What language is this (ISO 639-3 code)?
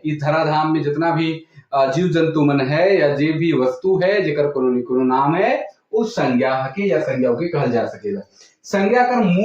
sck